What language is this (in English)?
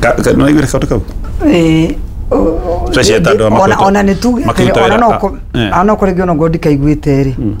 Kikuyu